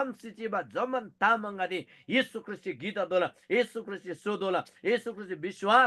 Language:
Eastern Tamang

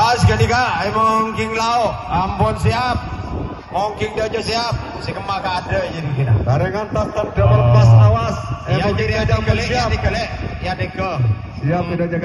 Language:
Madurese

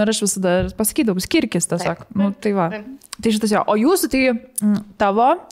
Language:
Lithuanian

